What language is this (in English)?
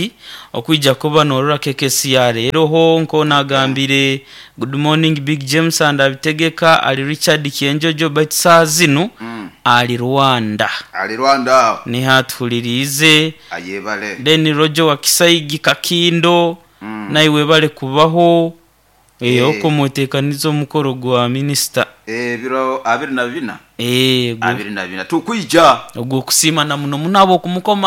Nyoro